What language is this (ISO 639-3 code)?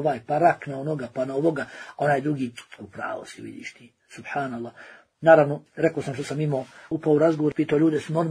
bos